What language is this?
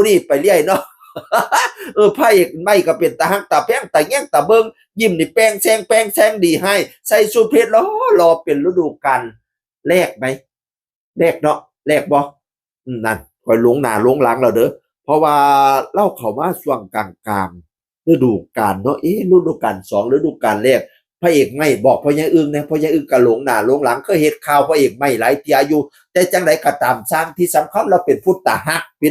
Northeastern Thai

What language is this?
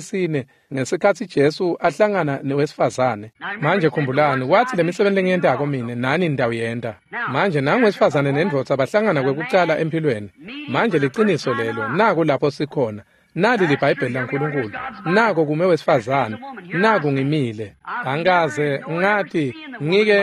Swati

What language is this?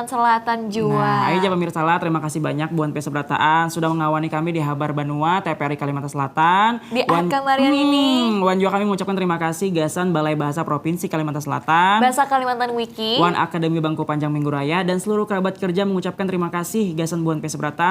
Banjar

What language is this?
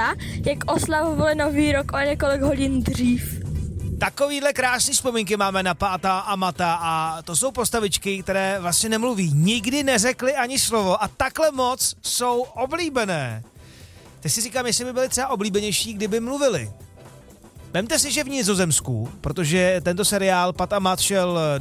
Czech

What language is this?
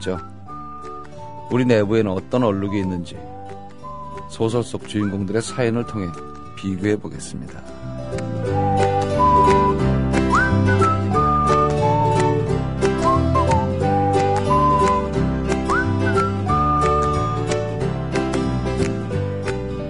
Korean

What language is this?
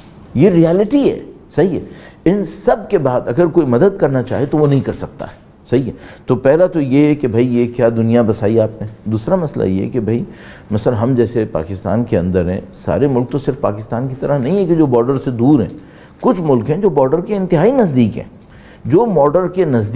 Urdu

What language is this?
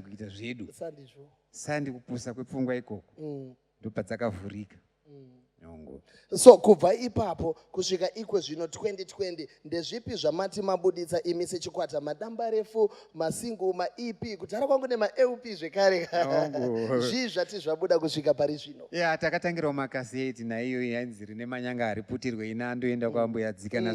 Shona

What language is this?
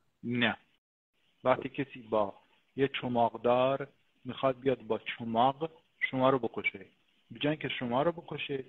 Persian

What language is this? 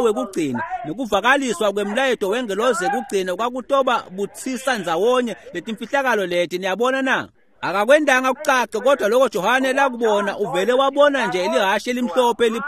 Swati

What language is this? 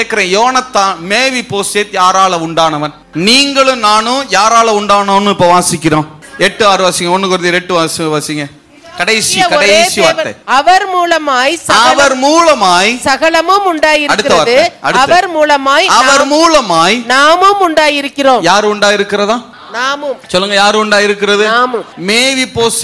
Tamil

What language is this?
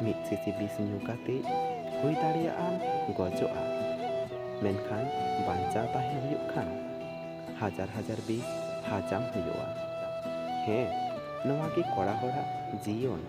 Santali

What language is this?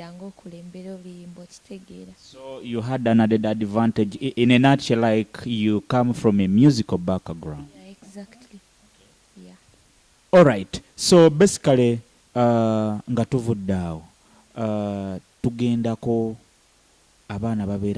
Ganda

